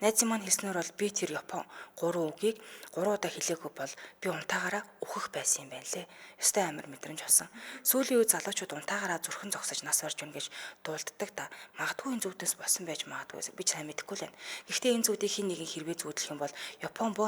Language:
Mongolian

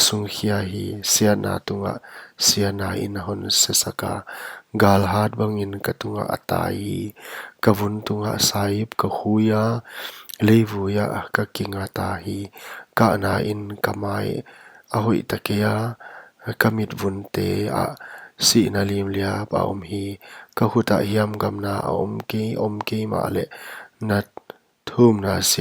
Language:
Paite Chin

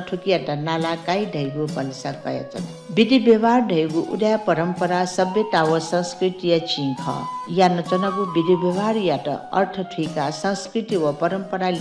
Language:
Newari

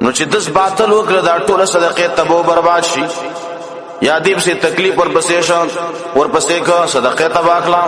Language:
Pashto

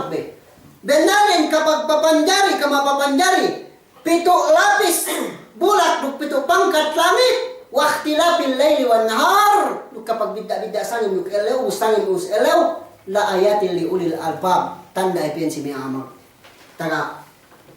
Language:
Yakan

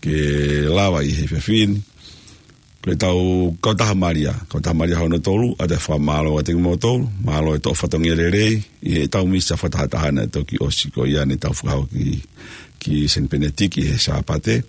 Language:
Tongan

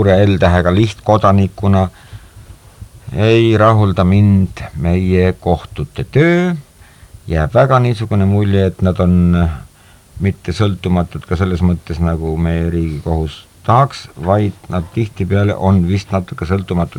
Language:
Estonian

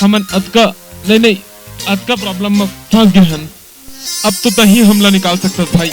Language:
Chhattisgarhi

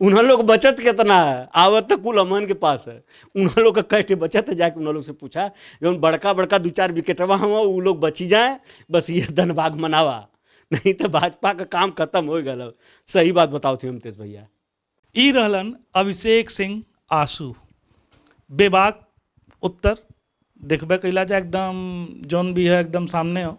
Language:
Bhojpuri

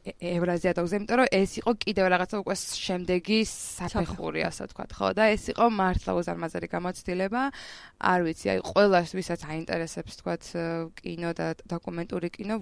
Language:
Georgian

